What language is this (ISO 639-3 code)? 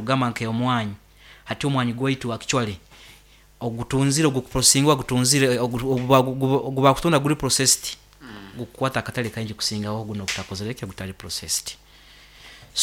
nyo